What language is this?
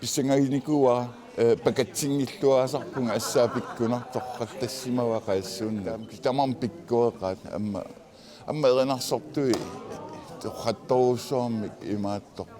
Kalaallisut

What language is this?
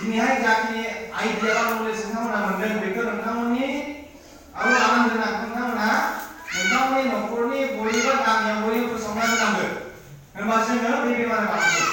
Bodo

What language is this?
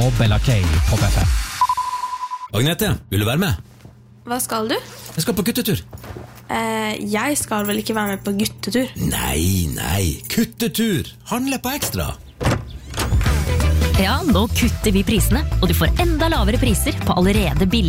Norwegian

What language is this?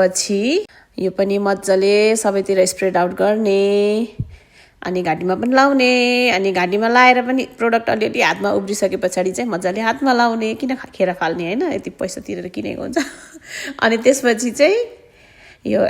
Nepali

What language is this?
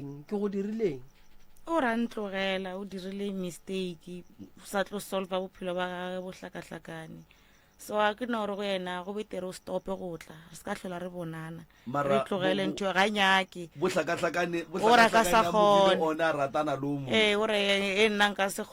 Northern Sotho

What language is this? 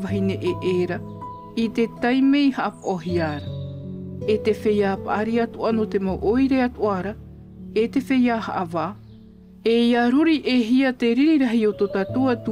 Tahitian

